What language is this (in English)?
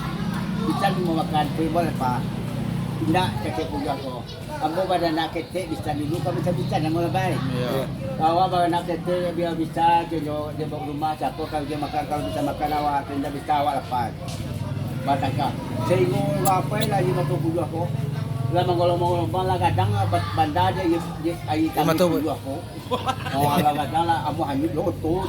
Minangkabau